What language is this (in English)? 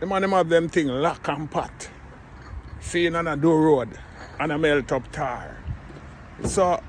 Jamaican Creole English